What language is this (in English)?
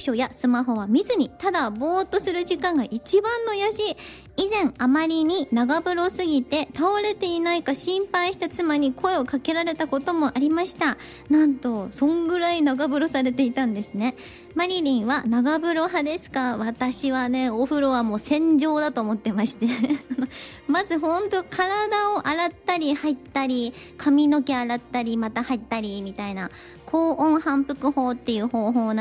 Japanese